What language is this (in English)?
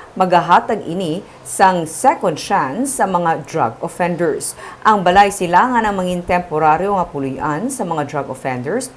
Hiligaynon